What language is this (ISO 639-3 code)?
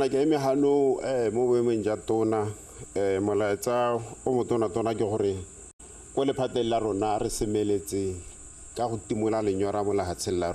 tsn